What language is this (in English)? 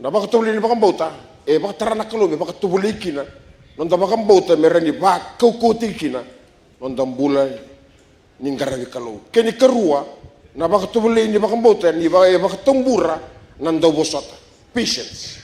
Fijian